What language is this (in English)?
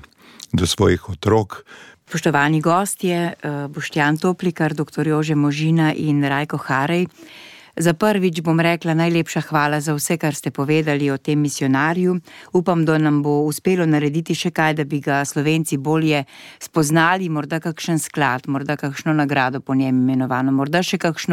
Slovenian